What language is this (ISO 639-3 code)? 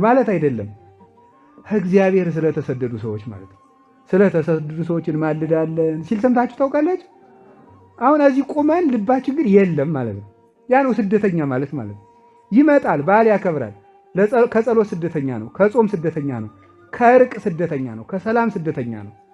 amh